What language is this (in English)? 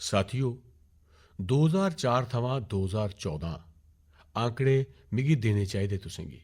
Dogri